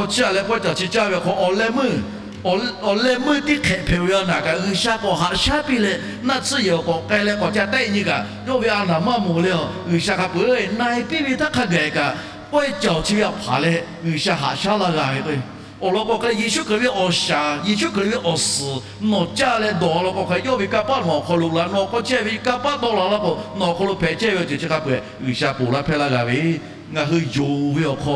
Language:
Lahu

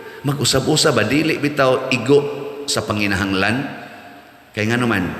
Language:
Cebuano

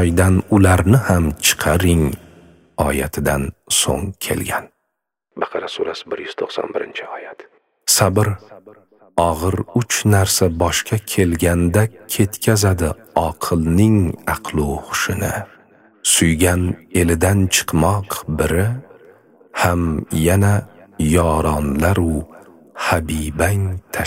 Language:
Uzbek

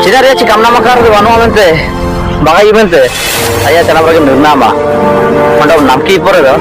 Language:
Ho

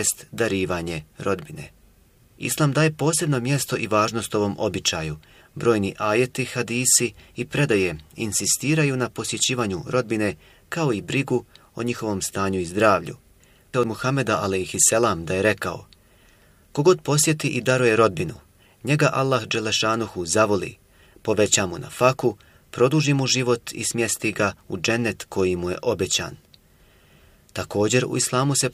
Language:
Bosnian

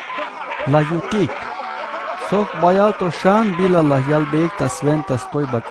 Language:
Tzeltal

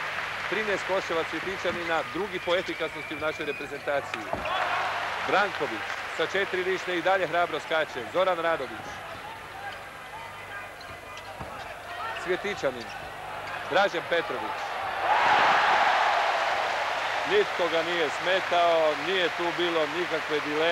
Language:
Croatian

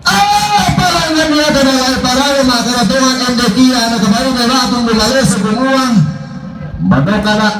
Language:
Toraja-Sa'dan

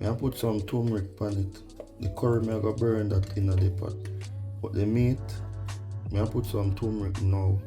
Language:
Jamaican Creole English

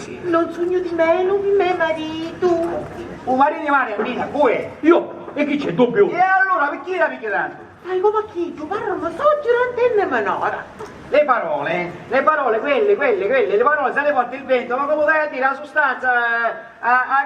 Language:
Sicilian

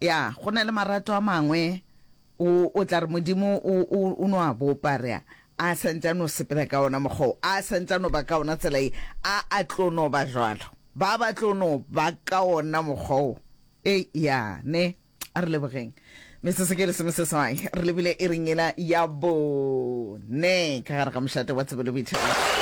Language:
Northern Sotho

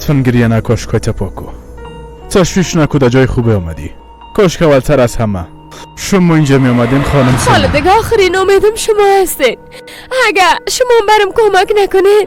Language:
Persian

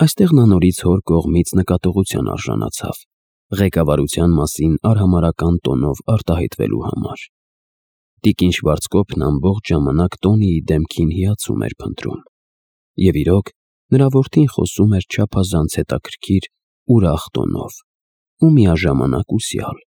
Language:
Armenian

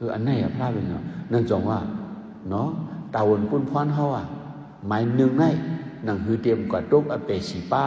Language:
Shan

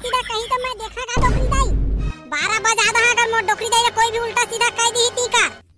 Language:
Chhattisgarhi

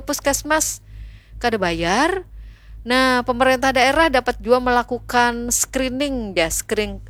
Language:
Banjar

